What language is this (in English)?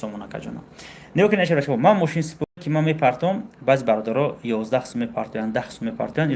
Tajik